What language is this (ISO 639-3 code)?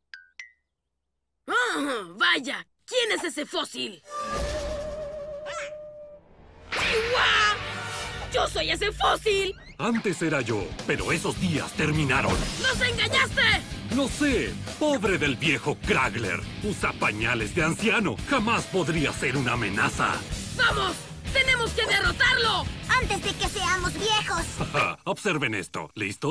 spa